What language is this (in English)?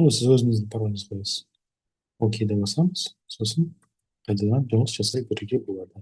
Kazakh